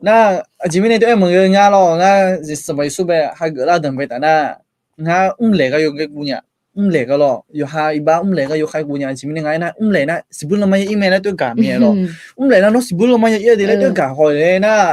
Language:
Akha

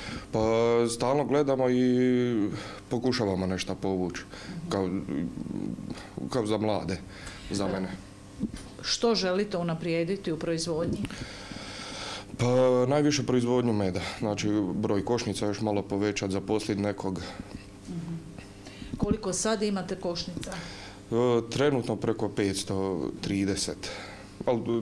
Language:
Croatian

